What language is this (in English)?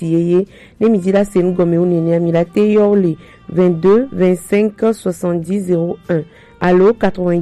Gen